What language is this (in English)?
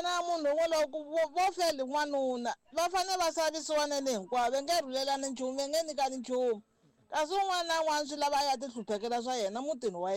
Tsonga